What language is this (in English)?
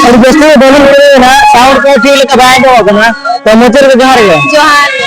Santali